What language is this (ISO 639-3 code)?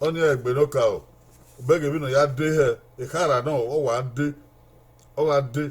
bin